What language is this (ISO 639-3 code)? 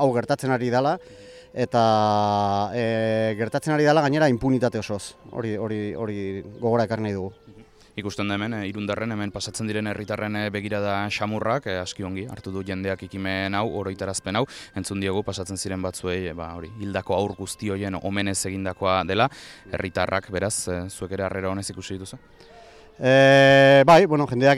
eus